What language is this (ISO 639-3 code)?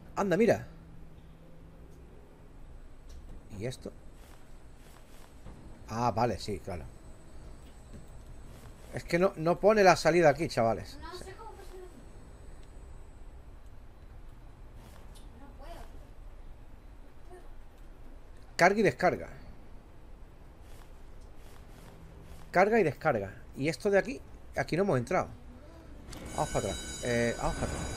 spa